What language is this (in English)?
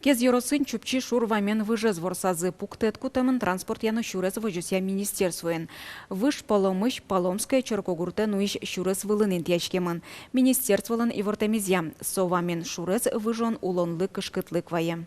Udmurt